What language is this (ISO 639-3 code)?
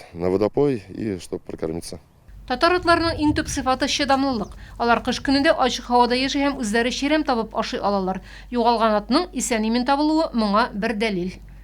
tat